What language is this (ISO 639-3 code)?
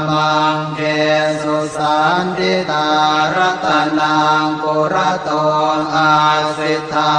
pli